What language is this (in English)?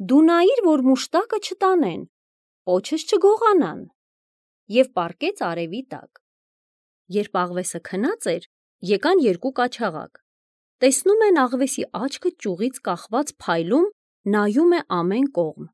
Armenian